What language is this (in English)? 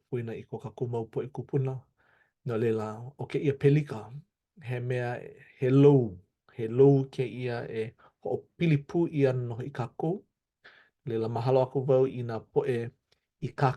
Hawaiian